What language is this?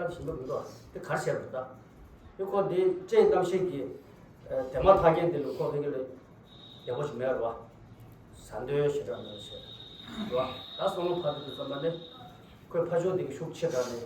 Tibetan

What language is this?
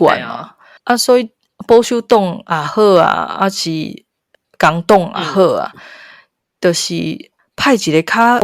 Min Nan Chinese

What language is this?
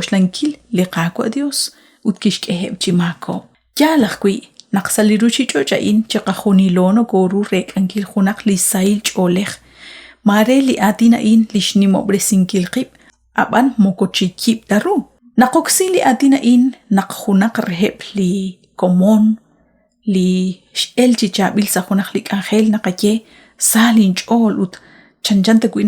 Kekchí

